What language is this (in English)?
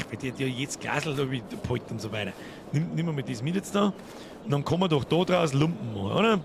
Bavarian